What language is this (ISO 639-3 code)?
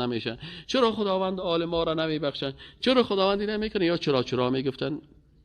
fas